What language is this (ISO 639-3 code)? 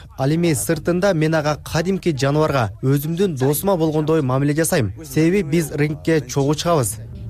kir